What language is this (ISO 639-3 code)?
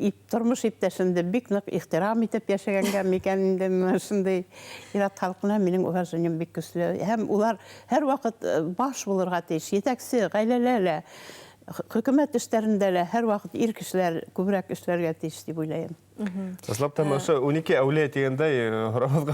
bak